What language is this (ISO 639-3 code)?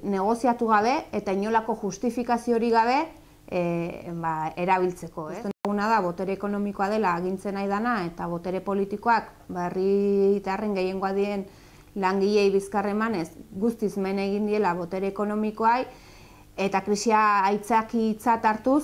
eus